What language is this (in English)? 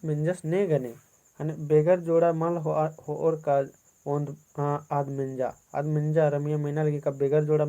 Kurukh